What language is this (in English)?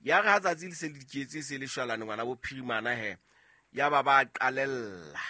Southern Sotho